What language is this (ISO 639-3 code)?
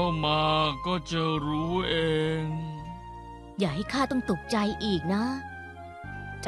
tha